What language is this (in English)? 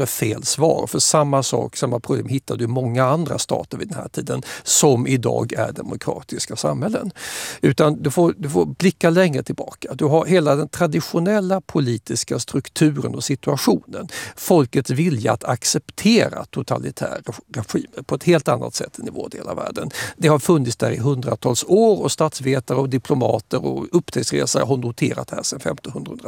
Swedish